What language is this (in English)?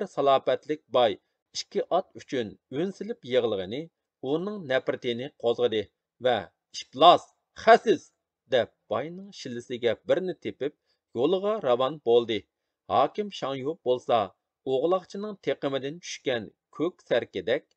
Uyghur